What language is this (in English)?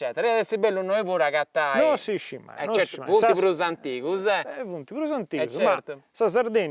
Sardinian